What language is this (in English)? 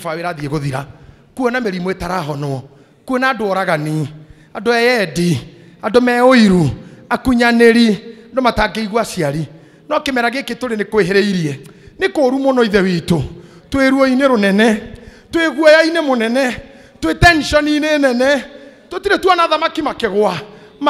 Kikuyu